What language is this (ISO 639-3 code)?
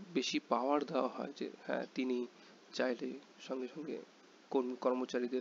ben